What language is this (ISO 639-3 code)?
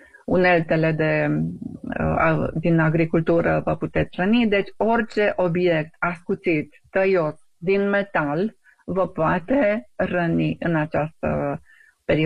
ron